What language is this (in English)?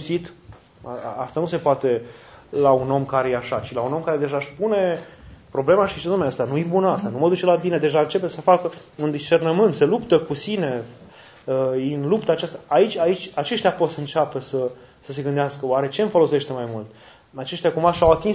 Romanian